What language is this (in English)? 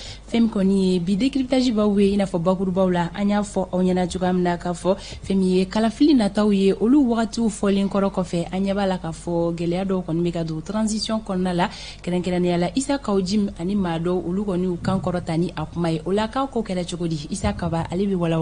Bambara